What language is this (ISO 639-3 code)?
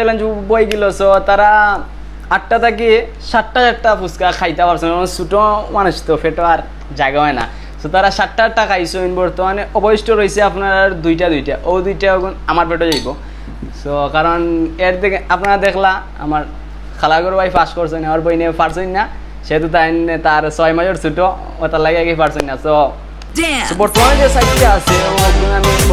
syl